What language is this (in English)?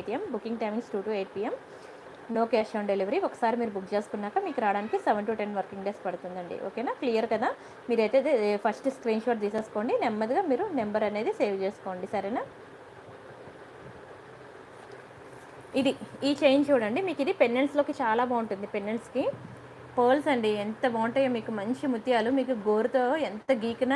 Telugu